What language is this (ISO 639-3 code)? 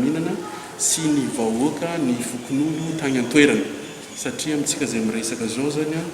mlg